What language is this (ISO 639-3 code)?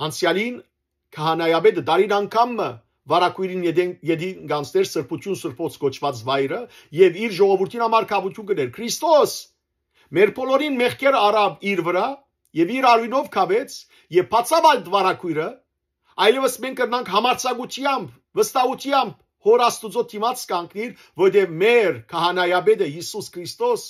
hyw